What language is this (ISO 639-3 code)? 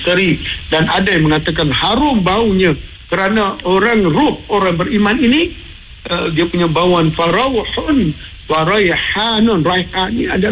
msa